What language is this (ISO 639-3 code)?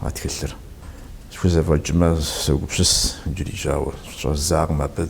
kbd